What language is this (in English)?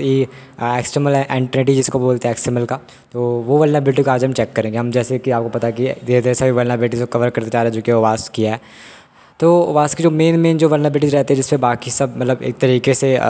Hindi